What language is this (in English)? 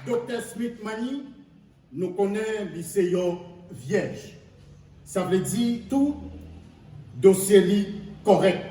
Haitian Creole